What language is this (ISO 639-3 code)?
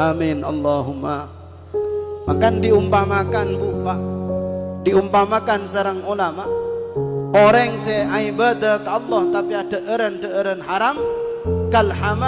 mad